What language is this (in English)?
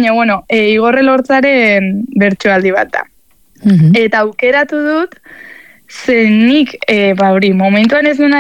Basque